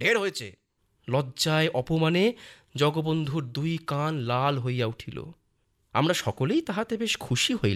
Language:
Bangla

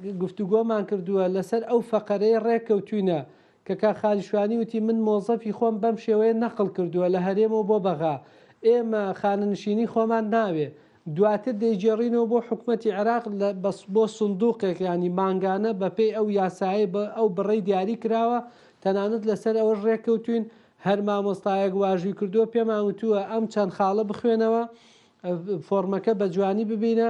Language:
Central Kurdish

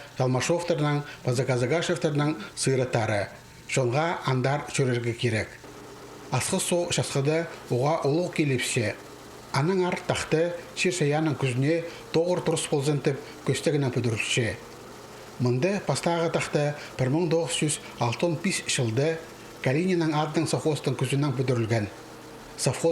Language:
Khakas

